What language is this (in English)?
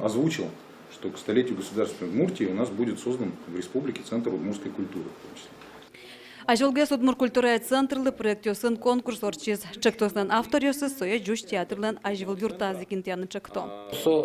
Udmurt